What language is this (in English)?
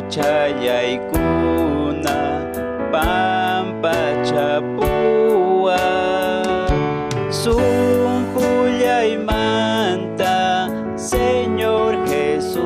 Ayacucho Quechua